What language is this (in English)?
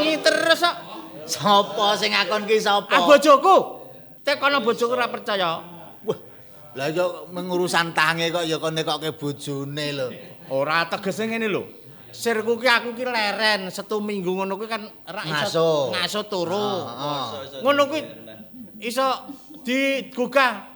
Javanese